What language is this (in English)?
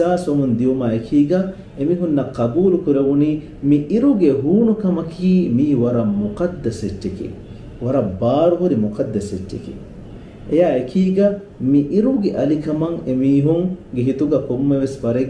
Divehi